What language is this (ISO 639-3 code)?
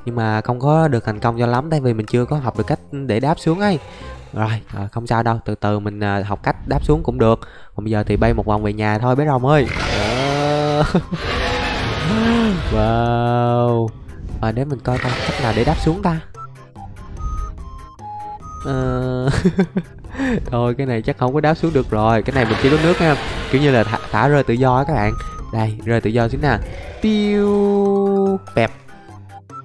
vie